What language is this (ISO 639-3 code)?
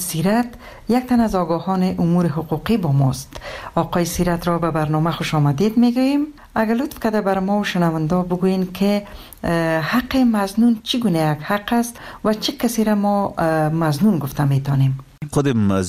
fas